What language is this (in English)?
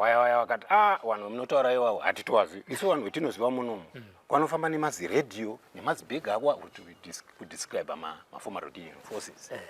Shona